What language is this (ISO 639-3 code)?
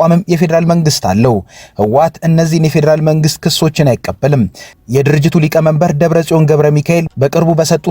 amh